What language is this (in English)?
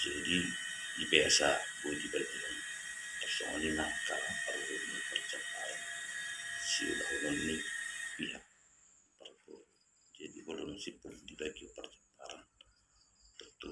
Batak Toba